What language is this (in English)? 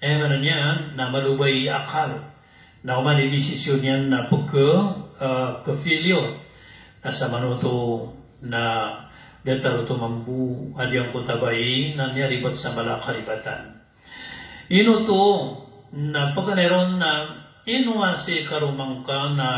Maranao